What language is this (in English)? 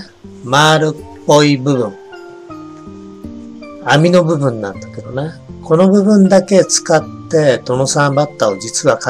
Japanese